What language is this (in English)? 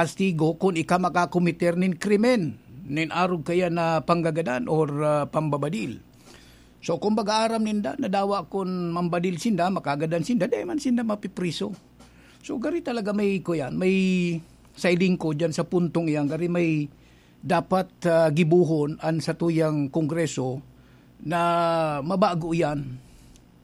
Bikol